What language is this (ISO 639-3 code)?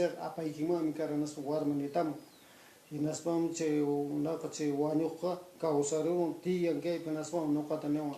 que